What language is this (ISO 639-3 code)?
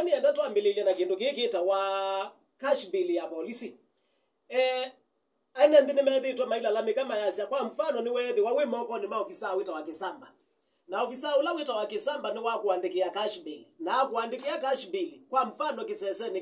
kam